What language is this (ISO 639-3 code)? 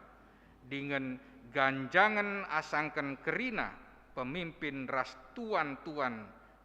btx